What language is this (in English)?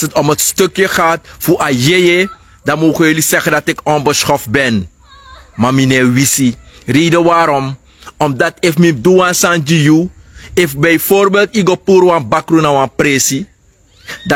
Sranan Tongo